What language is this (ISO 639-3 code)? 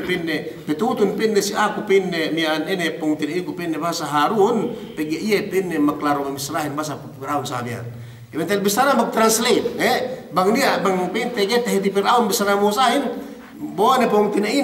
yka